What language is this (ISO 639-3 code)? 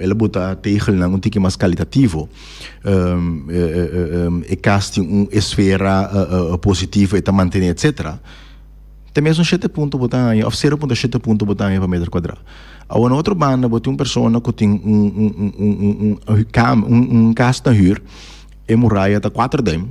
pap